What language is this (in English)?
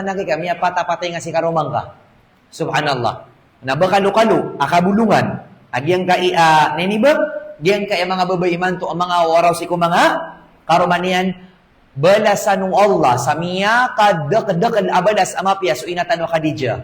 Maranao